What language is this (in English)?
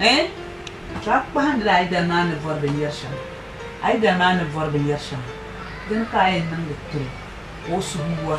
Dagbani